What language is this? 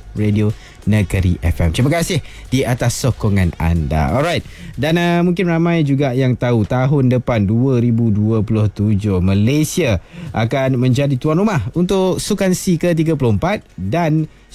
Malay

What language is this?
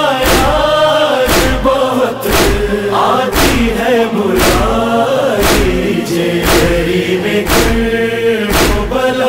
Urdu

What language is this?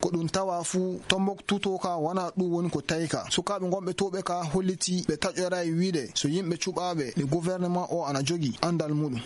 Fula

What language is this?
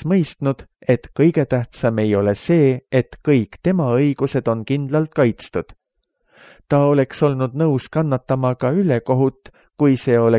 Estonian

